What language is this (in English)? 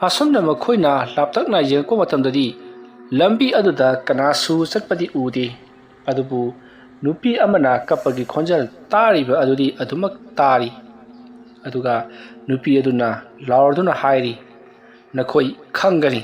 Manipuri